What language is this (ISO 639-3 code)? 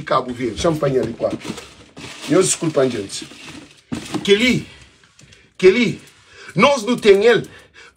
kea